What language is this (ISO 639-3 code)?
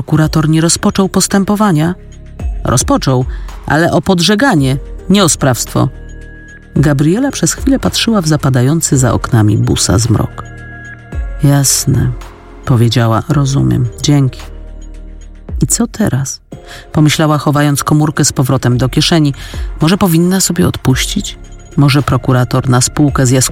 pol